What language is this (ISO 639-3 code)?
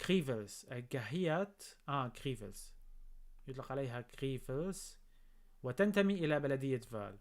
apc